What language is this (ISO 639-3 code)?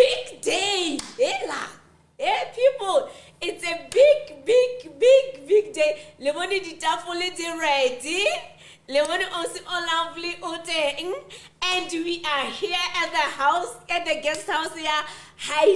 sot